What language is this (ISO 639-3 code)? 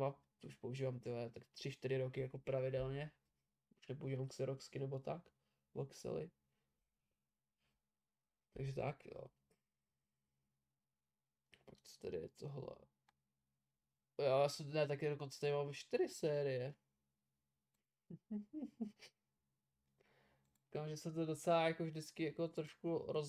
ces